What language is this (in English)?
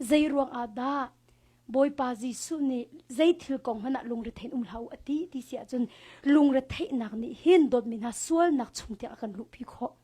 Hakha Chin